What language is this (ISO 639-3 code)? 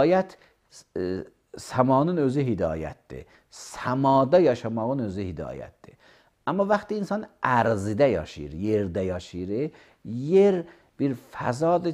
aze